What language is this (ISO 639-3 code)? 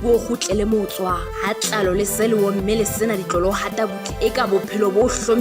sot